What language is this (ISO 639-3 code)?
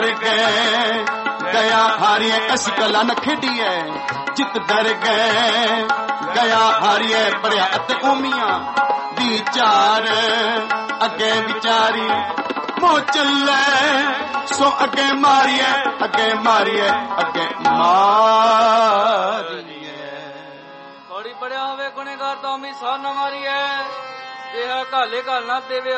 pan